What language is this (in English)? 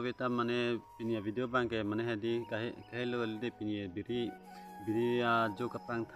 Karbi